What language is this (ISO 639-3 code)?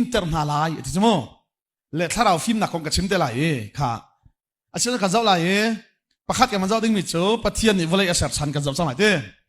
cnh